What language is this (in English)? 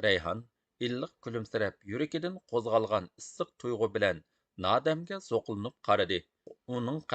Uyghur